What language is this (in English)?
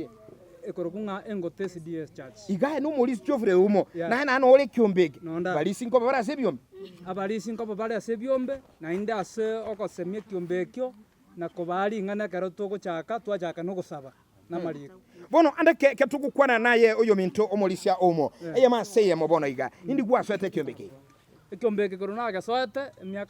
Gusii